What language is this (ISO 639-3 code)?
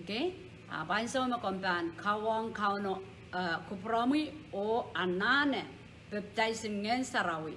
pon